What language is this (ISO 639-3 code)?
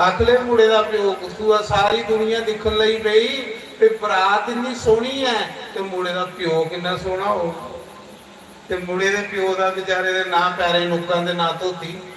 doi